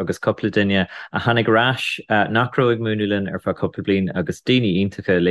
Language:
Irish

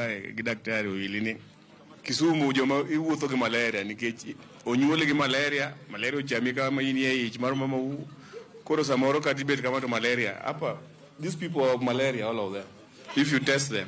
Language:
Luo (Kenya and Tanzania)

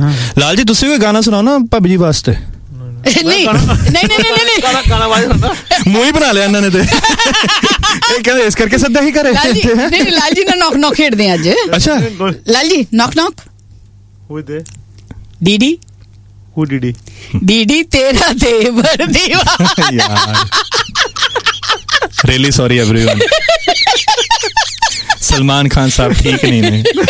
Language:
Punjabi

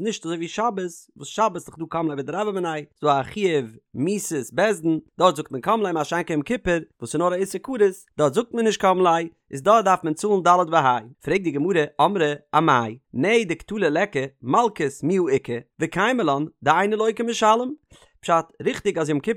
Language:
Yiddish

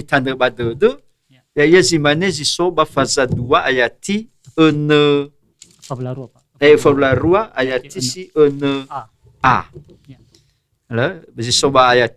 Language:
Nias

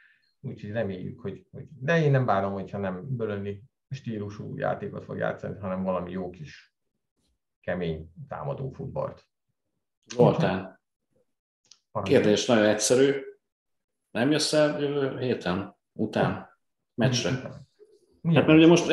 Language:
Hungarian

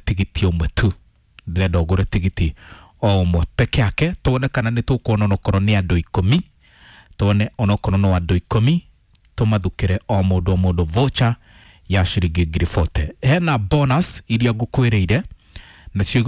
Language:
Kikuyu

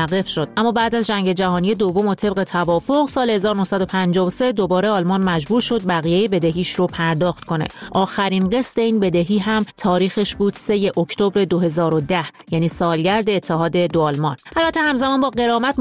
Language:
Persian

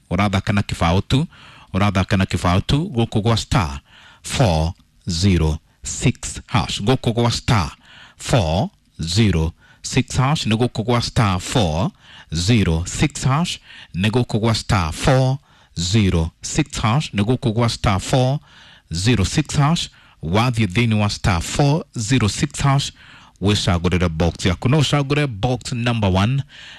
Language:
Kikuyu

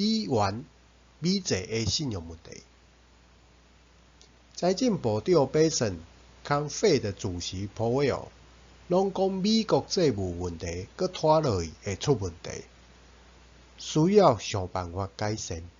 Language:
Min Nan Chinese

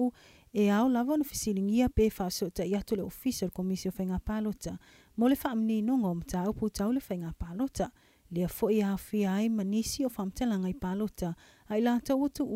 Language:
Samoan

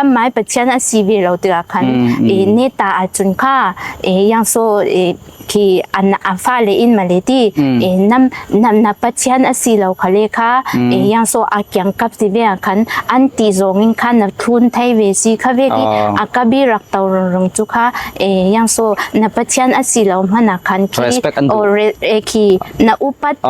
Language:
Falam Chin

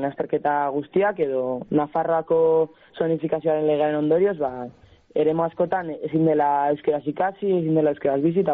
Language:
Basque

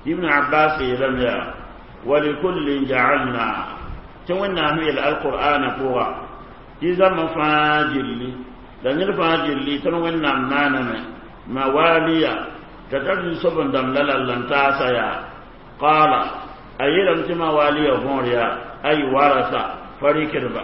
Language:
Mossi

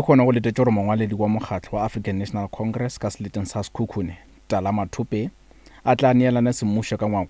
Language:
Northern Sotho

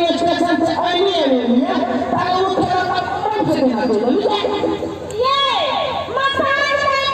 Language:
Maithili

